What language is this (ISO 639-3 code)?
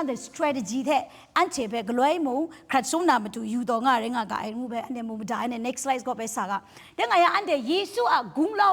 kac